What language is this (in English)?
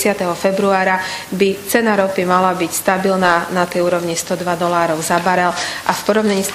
Slovak